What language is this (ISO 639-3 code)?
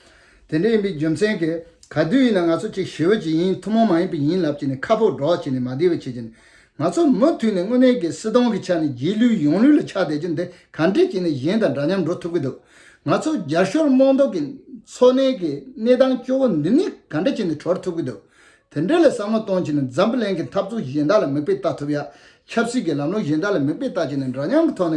bod